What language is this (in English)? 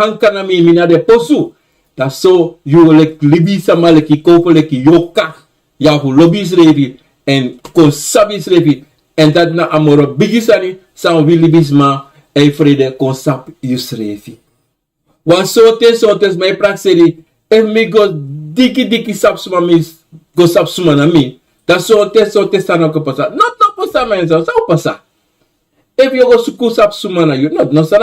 Sranan Tongo